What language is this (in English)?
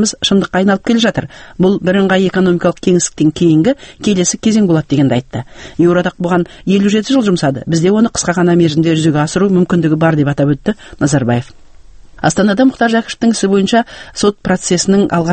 Kazakh